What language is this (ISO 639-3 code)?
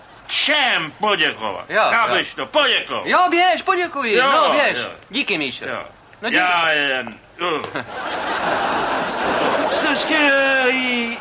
ces